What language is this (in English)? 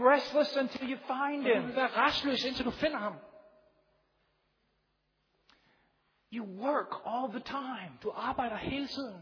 Danish